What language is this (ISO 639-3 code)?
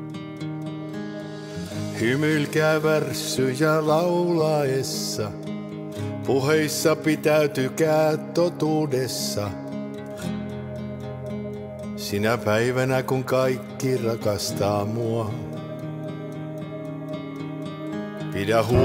fin